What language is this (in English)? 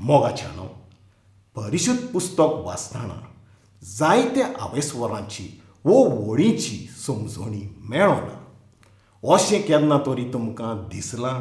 Konkani